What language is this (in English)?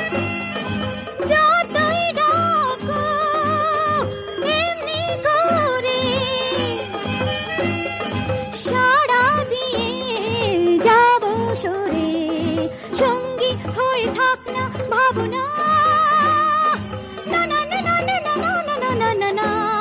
Bangla